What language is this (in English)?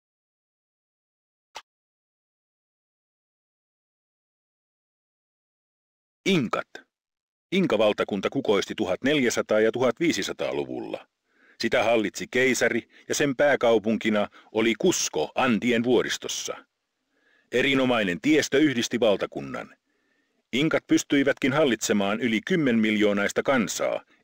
Finnish